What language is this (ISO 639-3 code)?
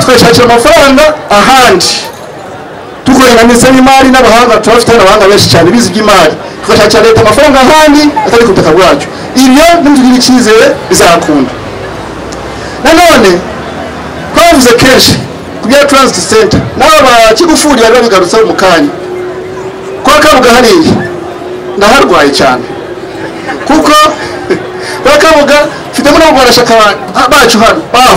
kin